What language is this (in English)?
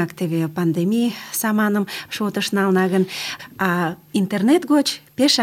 Mari